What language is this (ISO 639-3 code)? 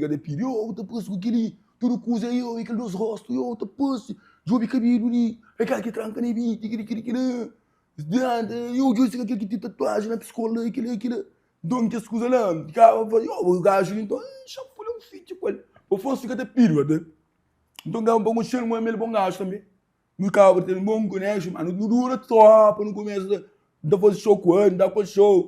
kea